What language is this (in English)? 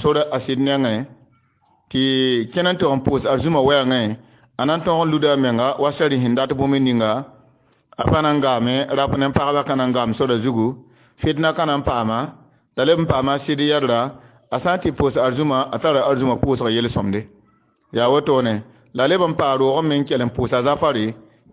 Mossi